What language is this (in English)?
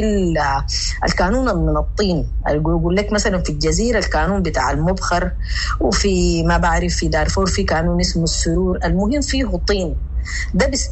Sudanese Arabic